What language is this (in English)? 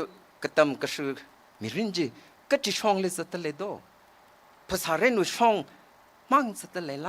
Tangkhul Naga (India)